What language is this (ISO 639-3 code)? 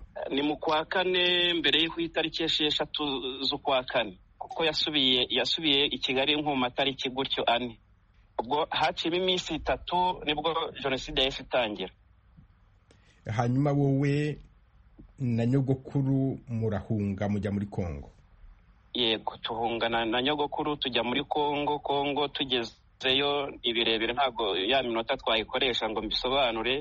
kin